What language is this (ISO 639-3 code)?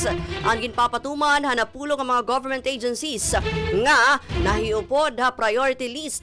war